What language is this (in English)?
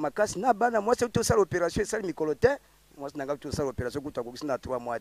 Lingala